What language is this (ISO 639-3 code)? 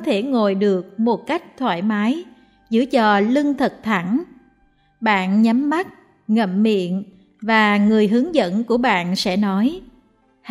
vie